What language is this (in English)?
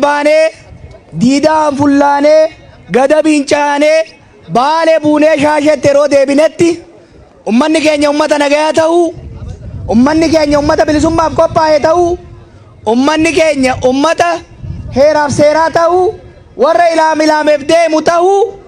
Oromo